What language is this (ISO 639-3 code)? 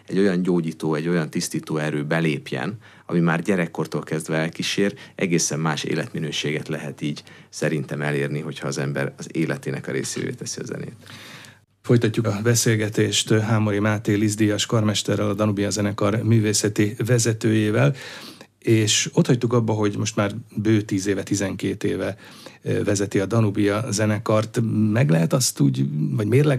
hun